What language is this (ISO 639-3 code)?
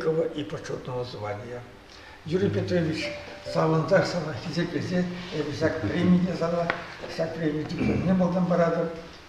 chv